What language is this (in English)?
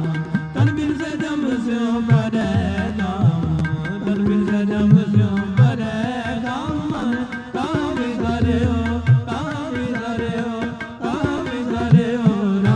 Punjabi